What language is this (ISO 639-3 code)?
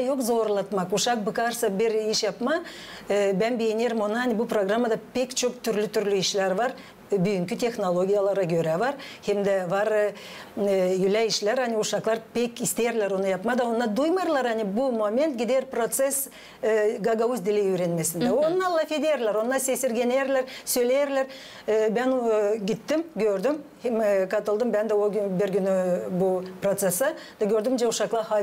gag